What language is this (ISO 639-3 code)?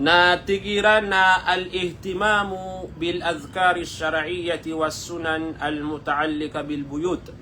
mrw